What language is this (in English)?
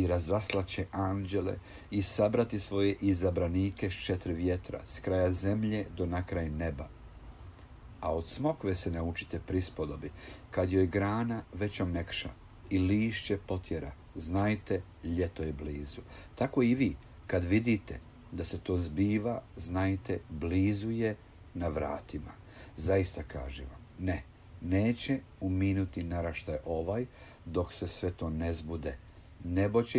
Croatian